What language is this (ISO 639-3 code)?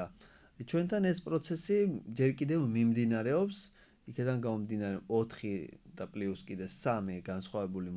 kat